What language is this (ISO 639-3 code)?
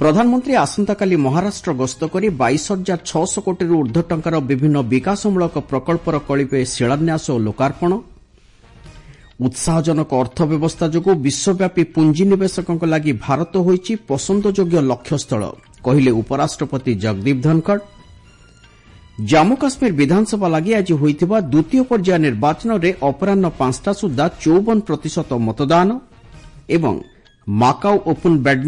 ori